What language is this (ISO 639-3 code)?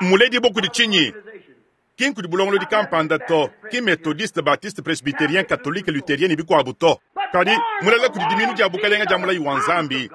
lua